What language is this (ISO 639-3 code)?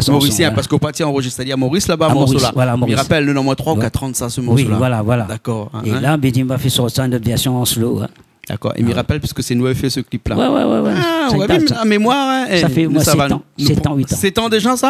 rcf